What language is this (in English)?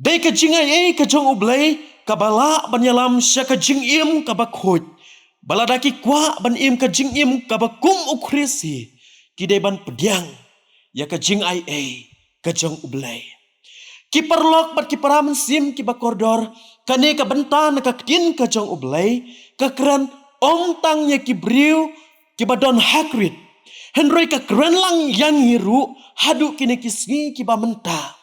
Khasi